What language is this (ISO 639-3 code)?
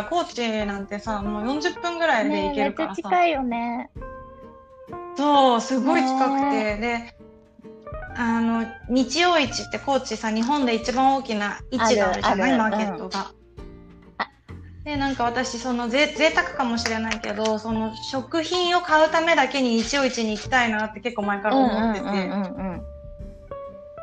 jpn